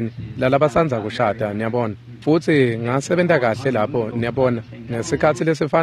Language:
Swati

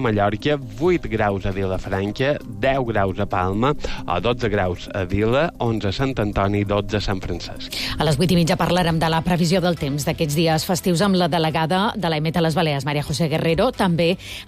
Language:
Catalan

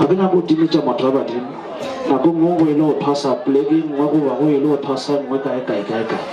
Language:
Northern Sotho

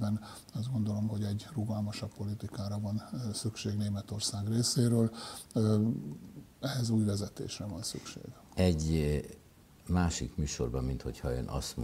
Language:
Hungarian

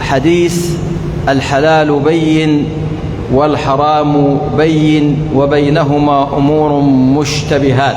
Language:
Egyptian Arabic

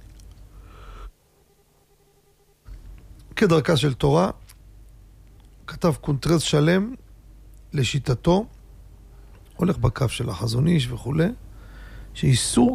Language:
Hebrew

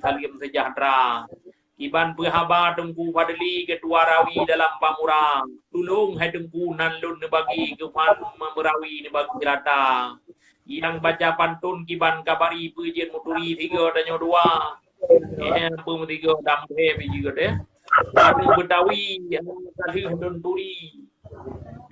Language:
Achinese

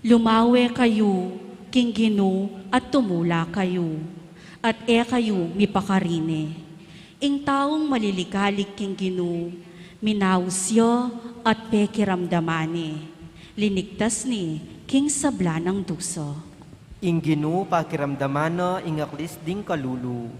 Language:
Pampanga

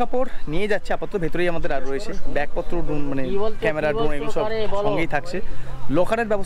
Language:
Bangla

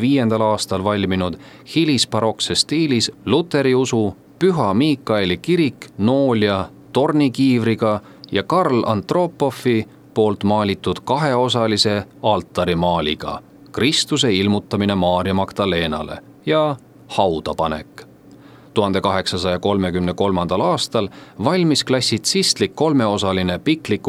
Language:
Estonian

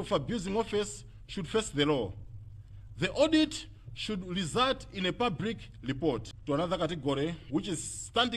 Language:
Nyanja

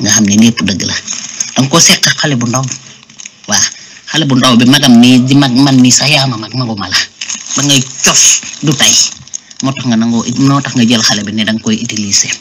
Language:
Wolof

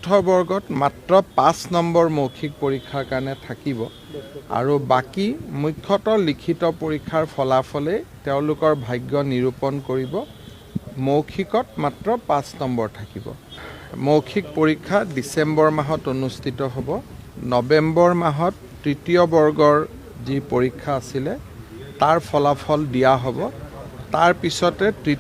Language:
Assamese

